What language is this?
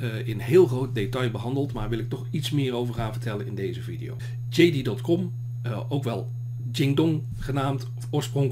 Dutch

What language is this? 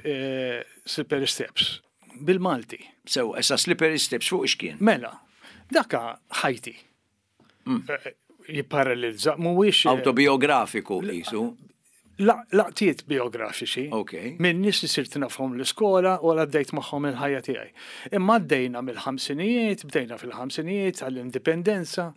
Maltese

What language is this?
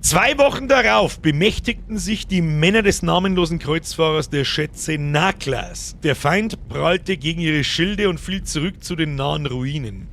Bavarian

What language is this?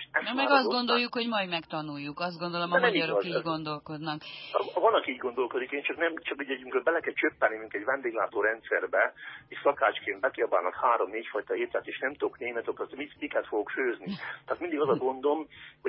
Hungarian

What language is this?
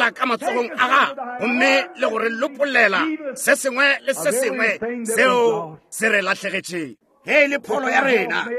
Northern Sotho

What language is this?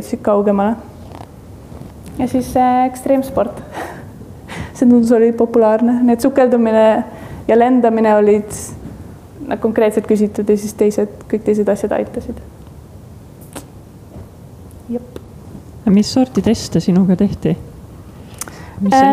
Estonian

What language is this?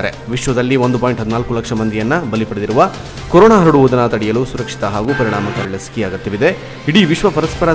Kannada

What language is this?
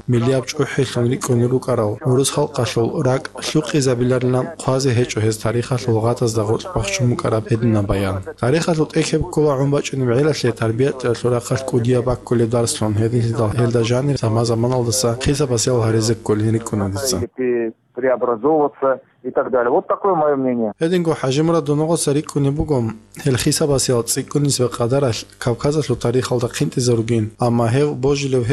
Avaric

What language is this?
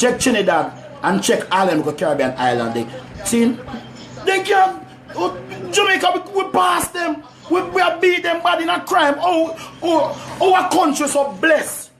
Jamaican Creole English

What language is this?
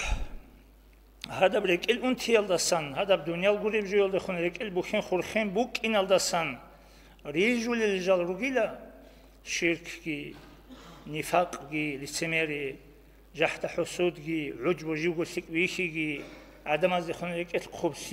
Avaric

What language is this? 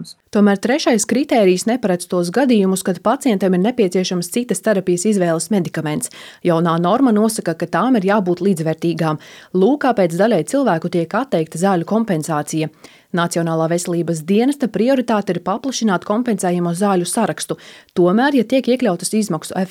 Latvian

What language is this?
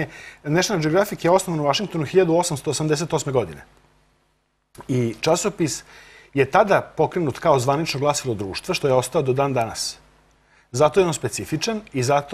Serbian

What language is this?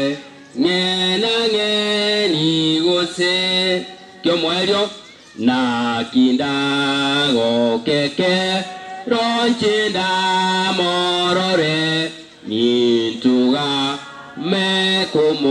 Gusii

